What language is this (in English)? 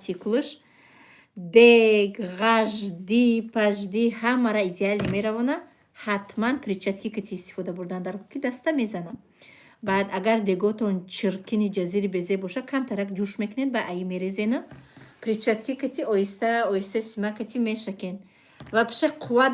Tajik